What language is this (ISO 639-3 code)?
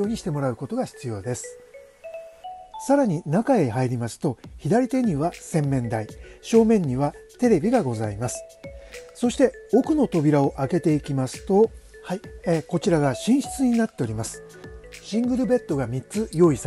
jpn